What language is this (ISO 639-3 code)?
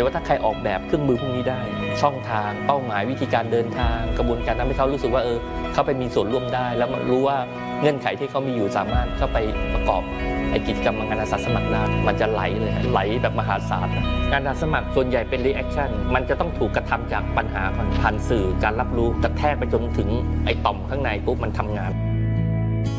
tha